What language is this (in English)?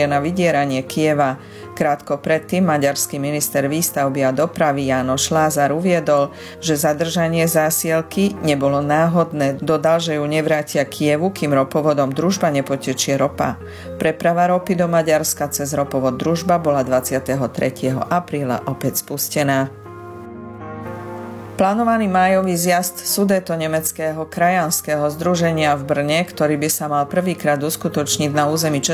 Slovak